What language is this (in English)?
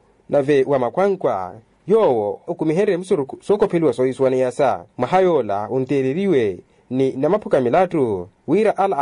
Makhuwa